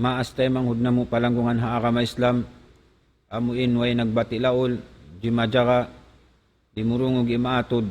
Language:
Tausug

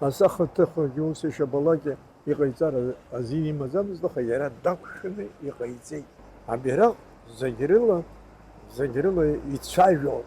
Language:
Abkhazian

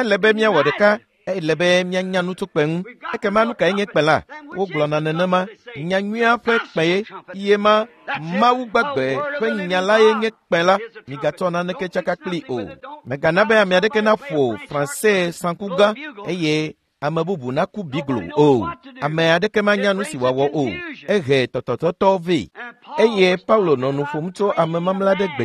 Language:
Ewe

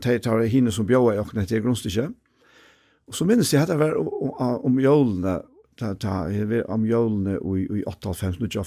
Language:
Faroese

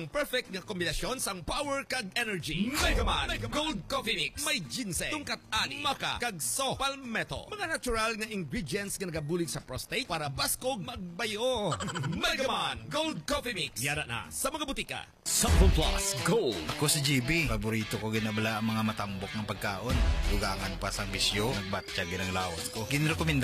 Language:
Hiligaynon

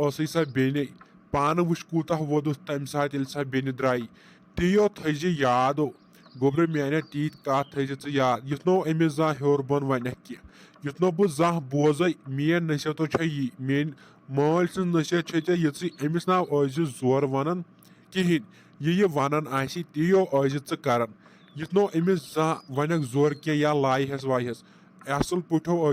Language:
Kashmiri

